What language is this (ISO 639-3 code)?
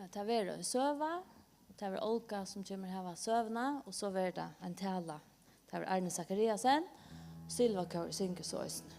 fao